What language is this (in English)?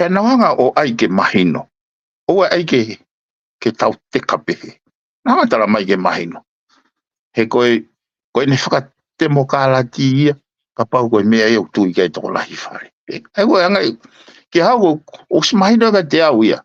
Tongan